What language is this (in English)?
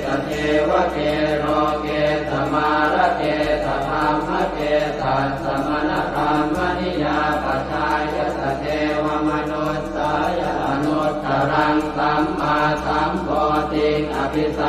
Pali